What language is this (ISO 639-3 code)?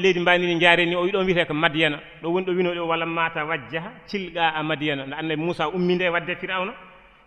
ful